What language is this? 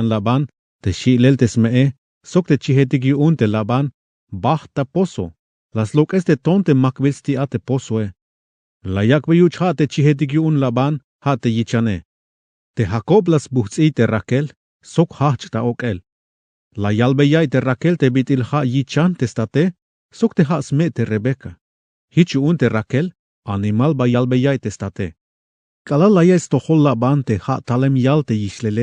Tzeltal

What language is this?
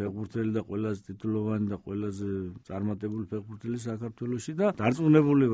Georgian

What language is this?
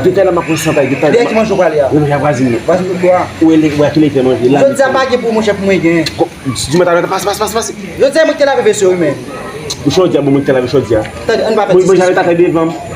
Haitian Creole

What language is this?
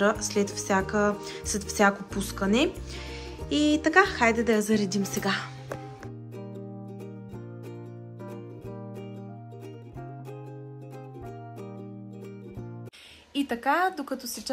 Bulgarian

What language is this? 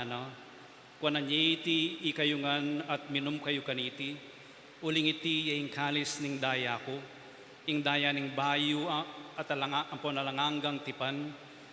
Pampanga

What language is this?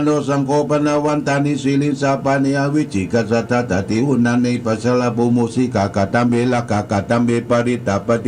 Pali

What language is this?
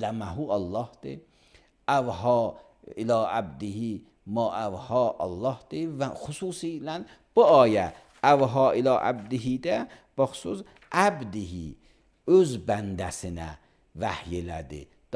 Azerbaijani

